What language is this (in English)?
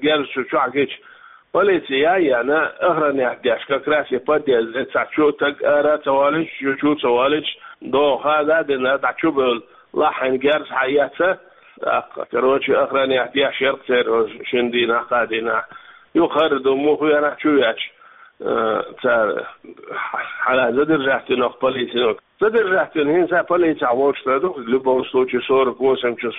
Chechen